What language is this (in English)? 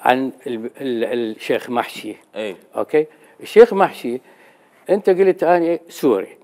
Mesopotamian Arabic